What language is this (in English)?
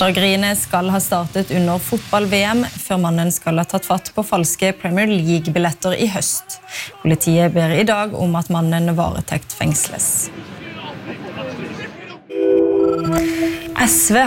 Norwegian